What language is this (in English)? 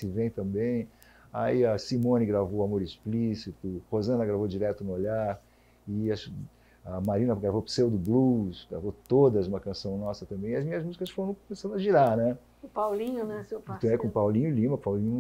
Portuguese